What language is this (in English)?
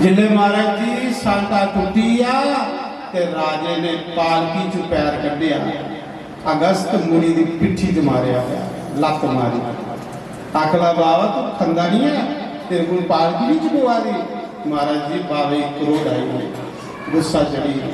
Dogri